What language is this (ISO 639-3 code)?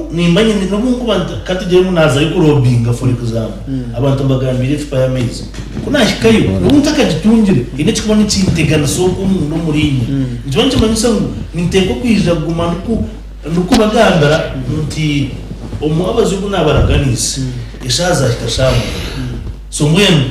nyn